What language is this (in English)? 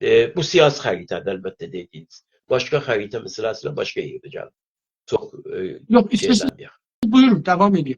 South Azerbaijani